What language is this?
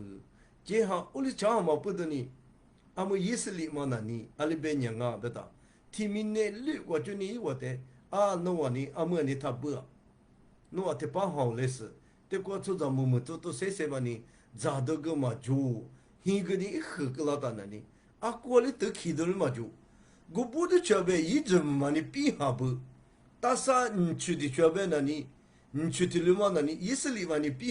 Lisu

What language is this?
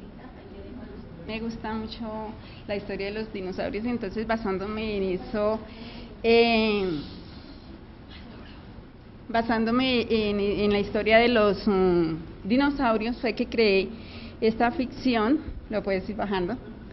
Spanish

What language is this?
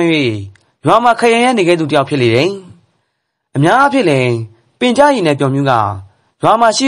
Burmese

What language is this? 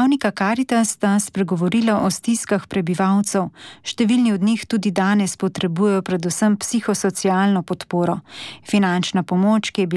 Slovenian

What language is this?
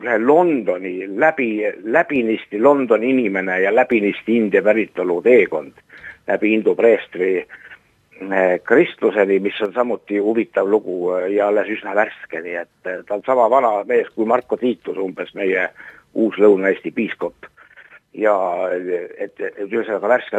Estonian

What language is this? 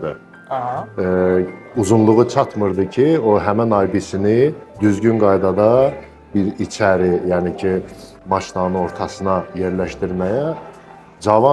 Azerbaijani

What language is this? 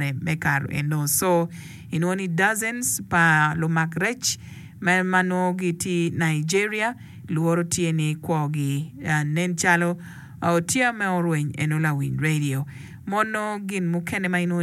Acoli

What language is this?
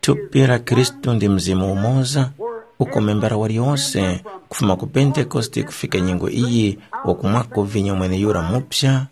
Tumbuka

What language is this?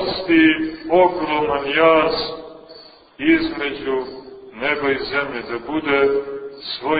Serbian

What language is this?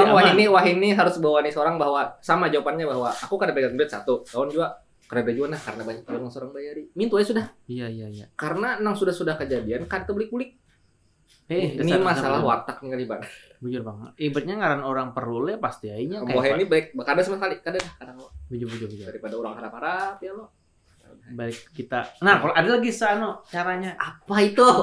Banjar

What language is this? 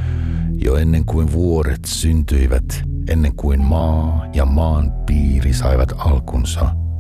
Finnish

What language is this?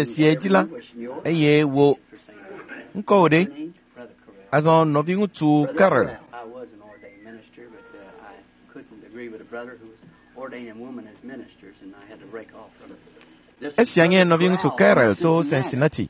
Ewe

